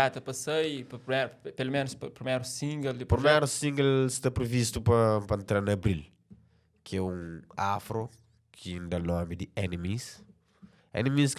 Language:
Kabuverdianu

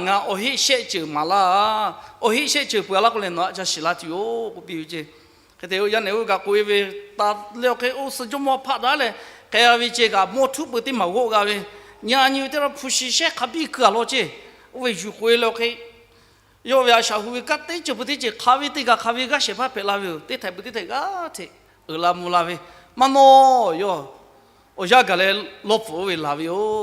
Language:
Lahu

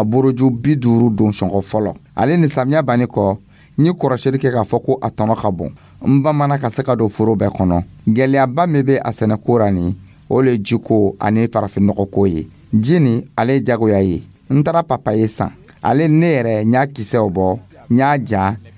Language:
Dyula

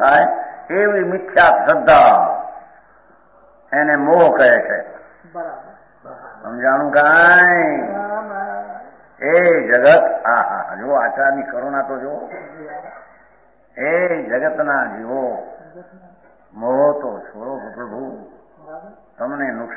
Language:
Gujarati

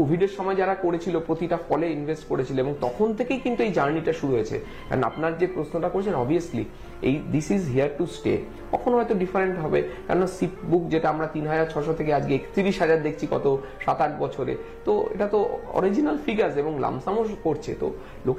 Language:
Bangla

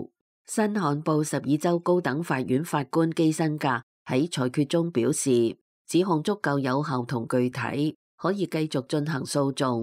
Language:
Cantonese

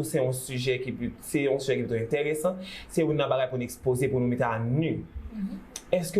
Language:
Haitian Creole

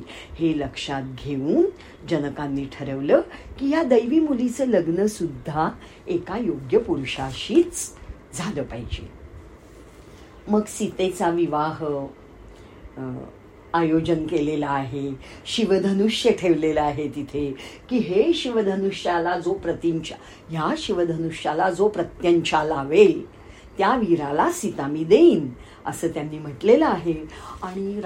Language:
Marathi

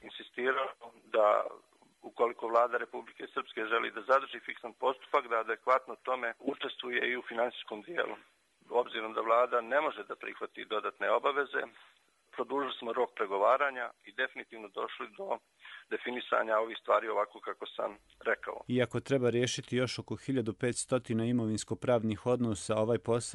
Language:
Croatian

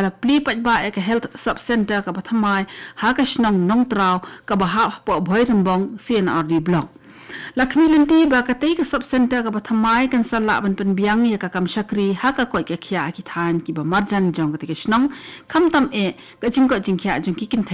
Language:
Khasi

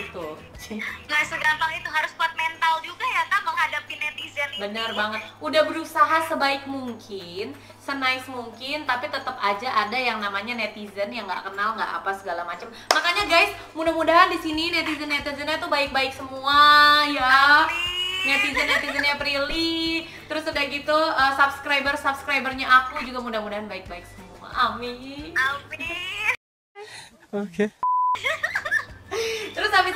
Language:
Indonesian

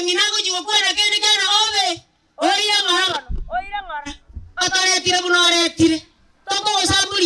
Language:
Gusii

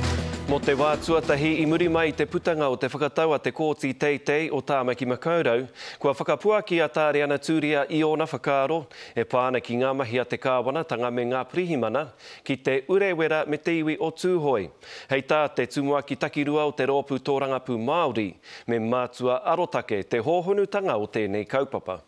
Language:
Māori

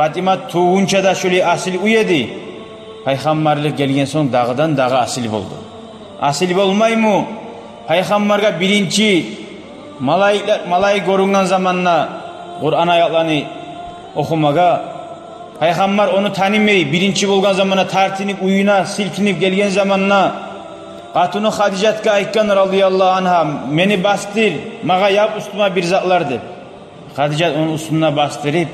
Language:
Kumyk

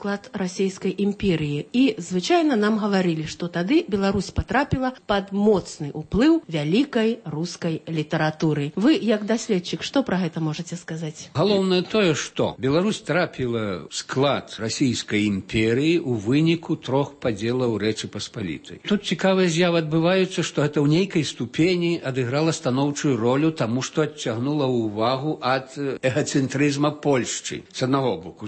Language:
Belarusian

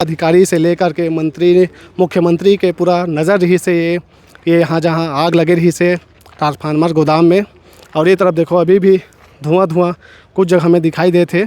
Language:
Chhattisgarhi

